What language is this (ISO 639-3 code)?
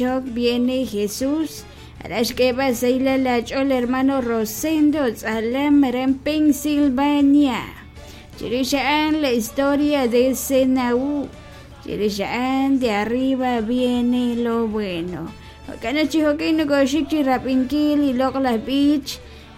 kek